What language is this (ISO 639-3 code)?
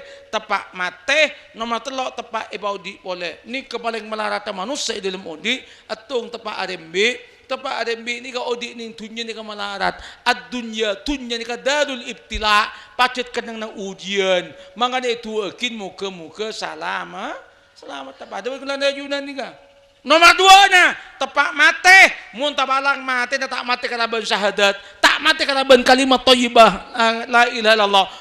mad